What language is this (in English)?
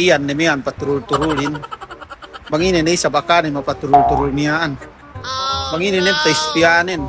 Yakan